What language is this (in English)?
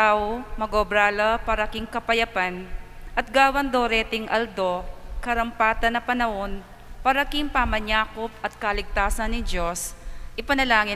Pampanga